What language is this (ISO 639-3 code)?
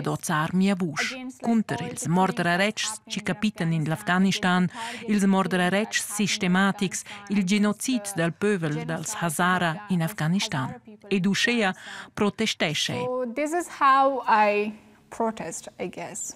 roh